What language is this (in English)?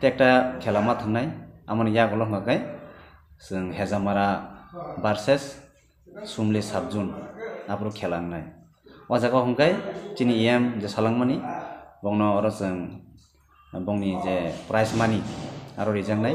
Kok Borok